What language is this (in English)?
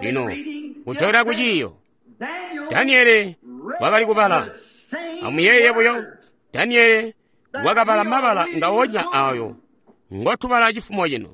Tonga (Zambia)